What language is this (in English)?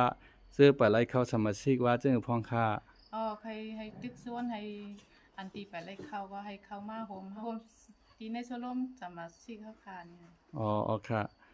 Shan